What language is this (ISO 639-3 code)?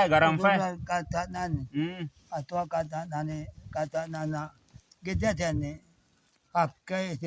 sid